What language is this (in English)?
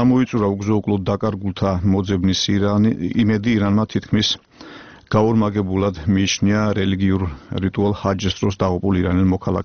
Georgian